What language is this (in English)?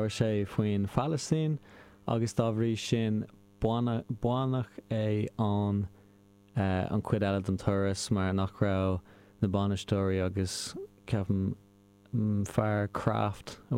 Irish